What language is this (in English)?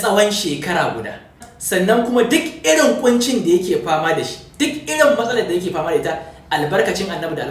Hausa